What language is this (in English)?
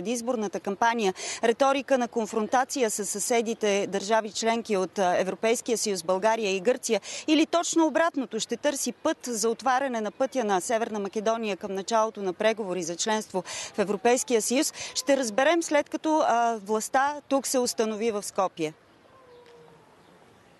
Bulgarian